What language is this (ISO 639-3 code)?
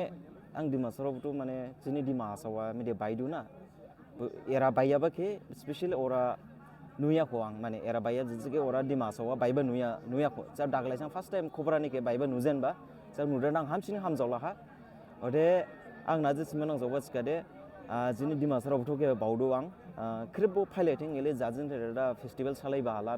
dis